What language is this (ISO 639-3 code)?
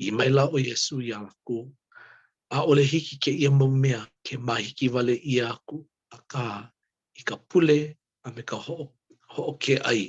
haw